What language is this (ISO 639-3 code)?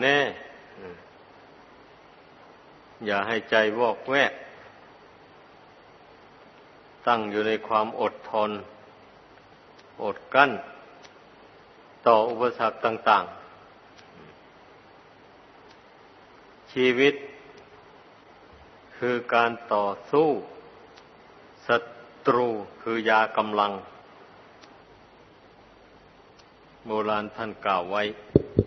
tha